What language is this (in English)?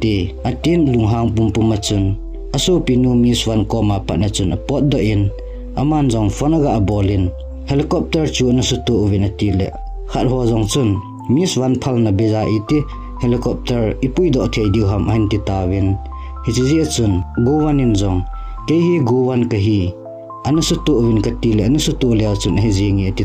Thado Chin